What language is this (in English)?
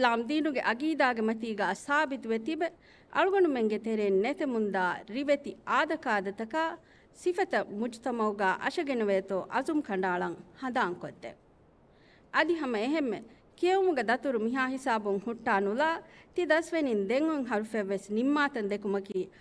Divehi